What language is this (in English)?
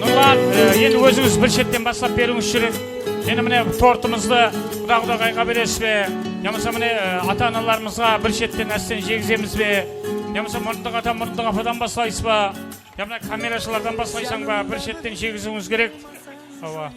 Kara-Kalpak